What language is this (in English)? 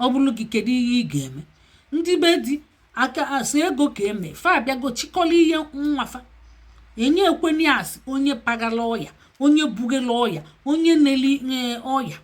Igbo